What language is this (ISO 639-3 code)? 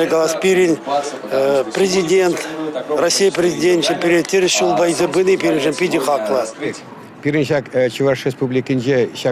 chv